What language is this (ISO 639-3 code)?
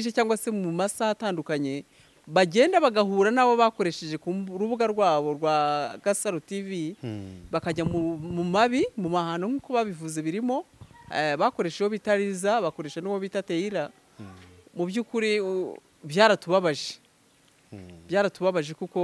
kin